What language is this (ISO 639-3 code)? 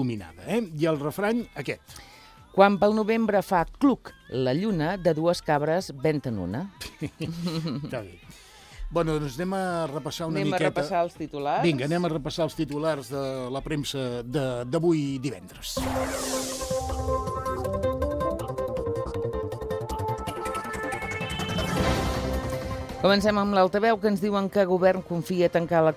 cat